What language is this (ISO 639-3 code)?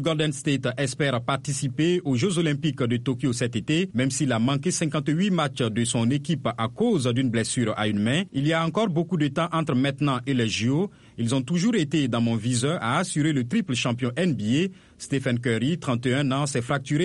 fra